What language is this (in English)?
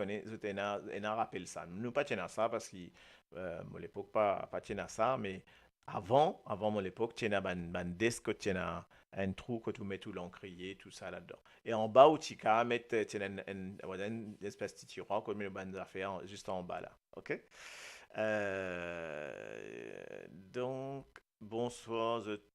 Morisyen